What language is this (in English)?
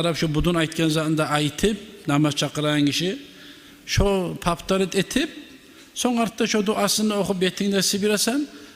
Kumyk